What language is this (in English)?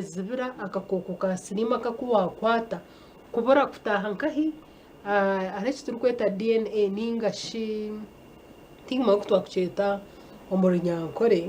Nyankole